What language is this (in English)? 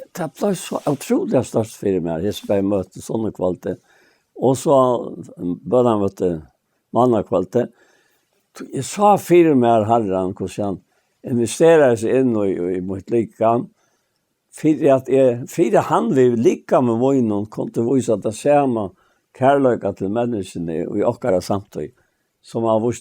Faroese